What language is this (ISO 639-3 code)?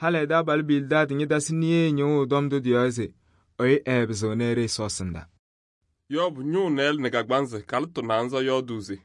kbp